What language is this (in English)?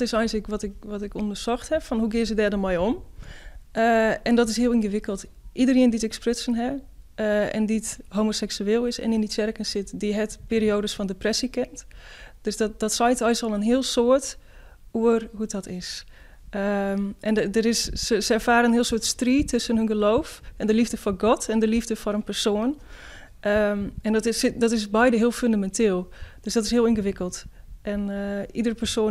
Western Frisian